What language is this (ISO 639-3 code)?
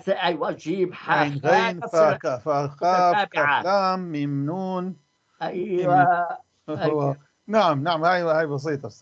apc